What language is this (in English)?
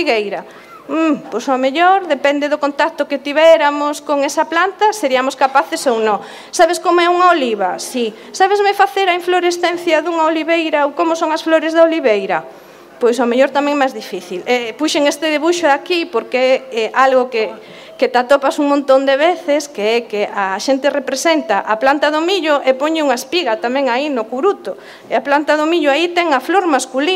Galician